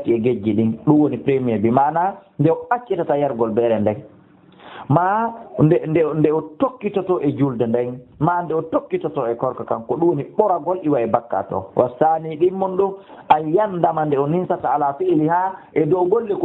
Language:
Fula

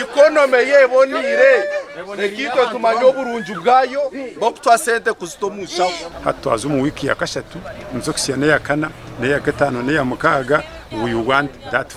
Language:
Nyankole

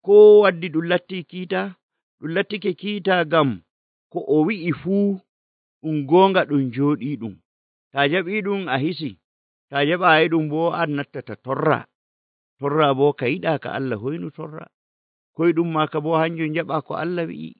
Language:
Nigerian Fulfulde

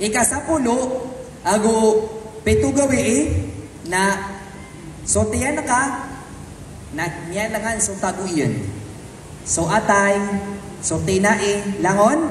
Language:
Maranao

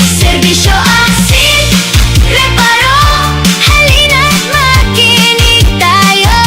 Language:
Bikol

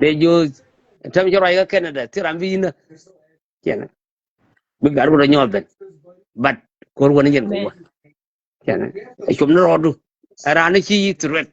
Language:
Nuer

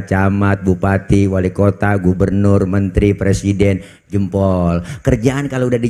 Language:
Betawi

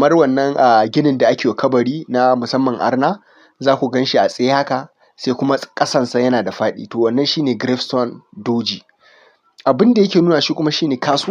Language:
Hausa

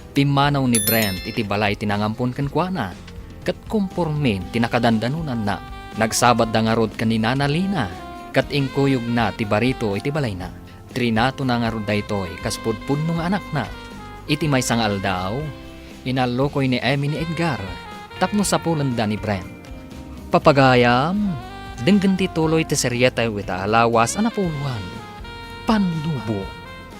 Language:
Iloko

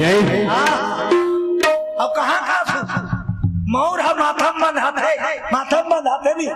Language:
Chhattisgarhi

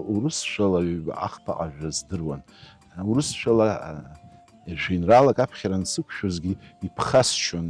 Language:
Abkhazian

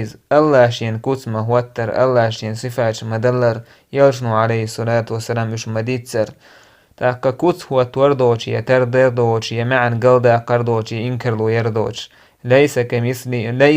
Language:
Chechen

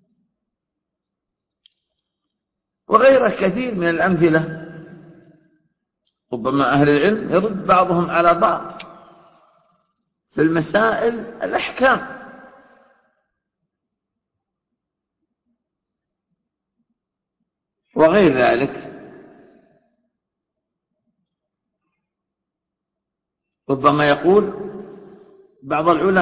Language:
Arabic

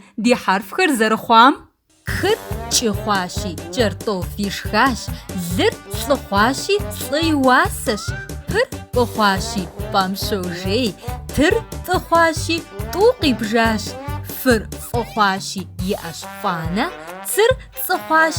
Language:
Kabardian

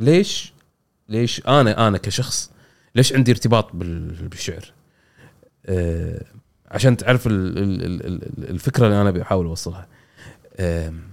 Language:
Gulf Arabic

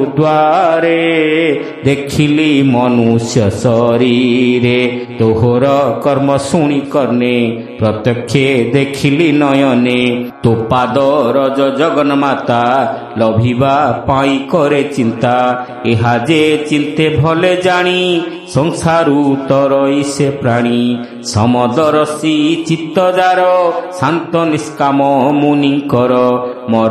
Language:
Odia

